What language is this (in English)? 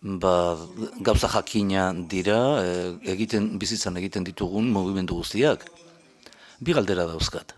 Basque